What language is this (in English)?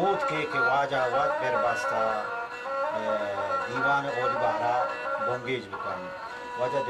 Baluchi